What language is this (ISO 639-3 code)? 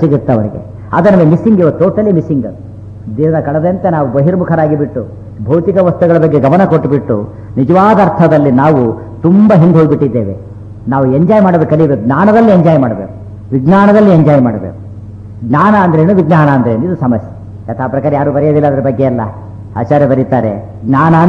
kan